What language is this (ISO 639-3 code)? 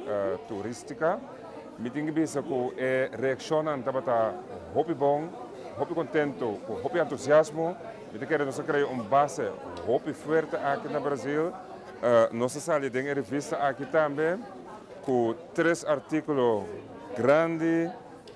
pap